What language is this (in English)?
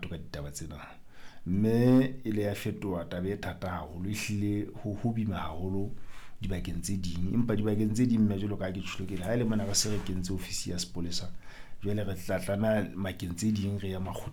Southern Sotho